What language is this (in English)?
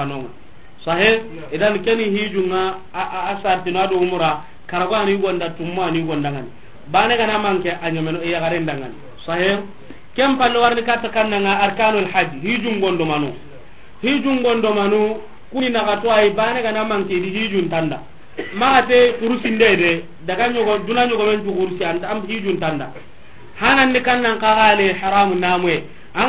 Soninke